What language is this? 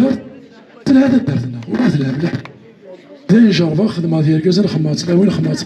Kabyle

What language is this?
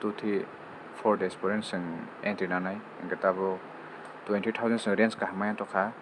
Kok Borok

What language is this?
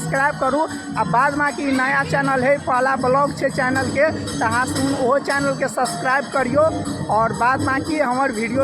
Maithili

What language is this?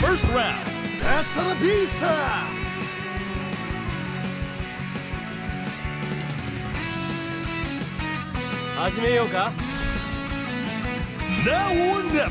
Japanese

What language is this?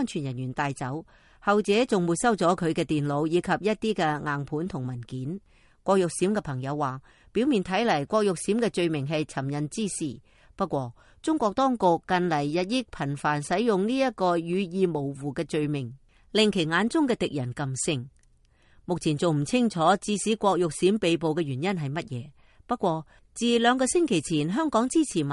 Cantonese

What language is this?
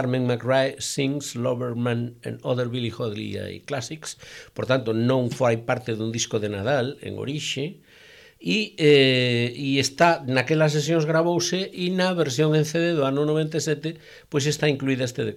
Galician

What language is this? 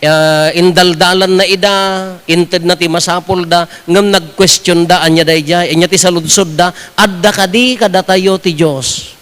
Iloko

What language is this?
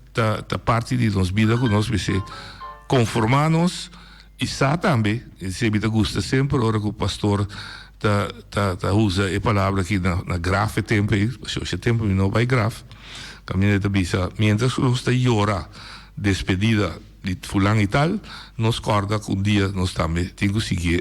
Papiamento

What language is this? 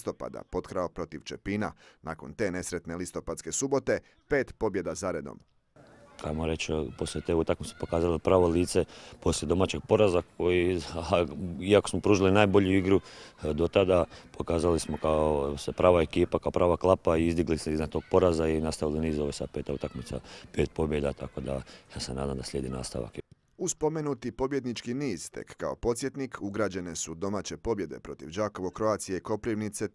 Croatian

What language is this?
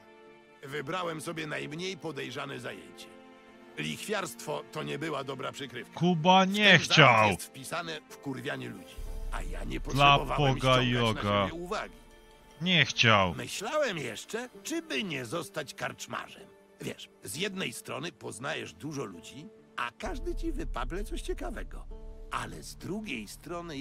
Polish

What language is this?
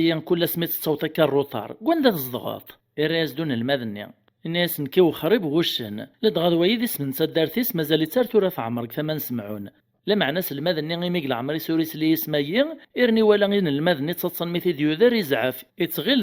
Kabyle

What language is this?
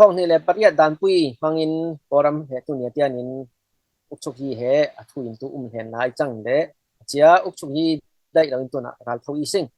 Falam Chin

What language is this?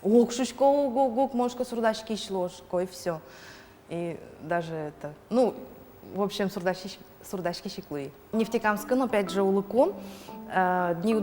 Udmurt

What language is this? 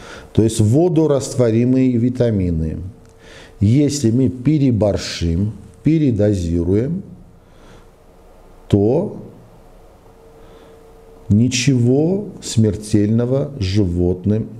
Russian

